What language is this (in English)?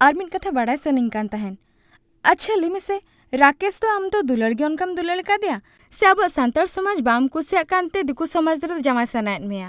Santali